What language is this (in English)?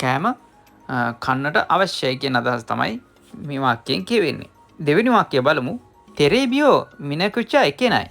Sinhala